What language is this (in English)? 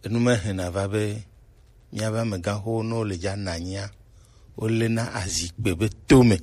Gen